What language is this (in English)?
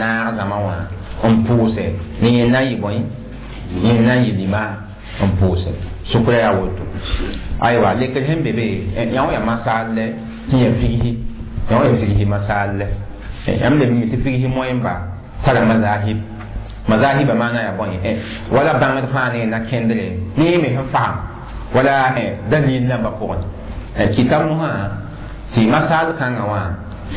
Mossi